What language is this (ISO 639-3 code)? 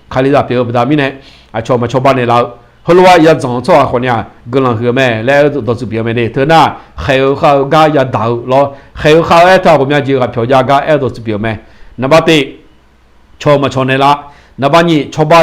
ahk